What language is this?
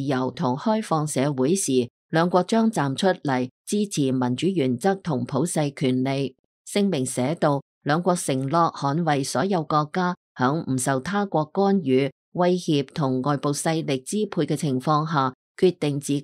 Cantonese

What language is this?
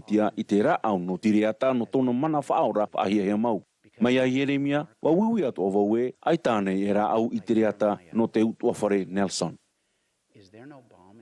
Tahitian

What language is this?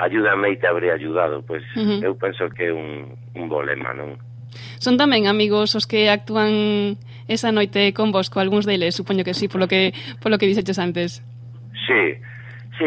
Galician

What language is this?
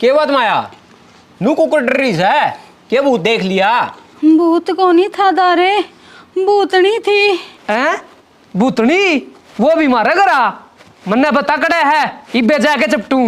Haryanvi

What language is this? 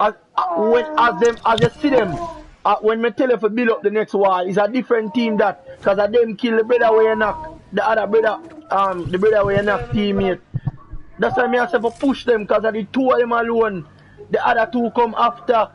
Jamaican Creole English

